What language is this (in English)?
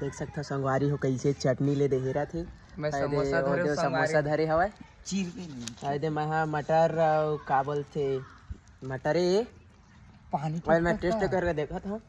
Chhattisgarhi